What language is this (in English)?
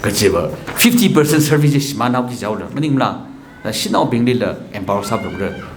Tangkhul Naga (India)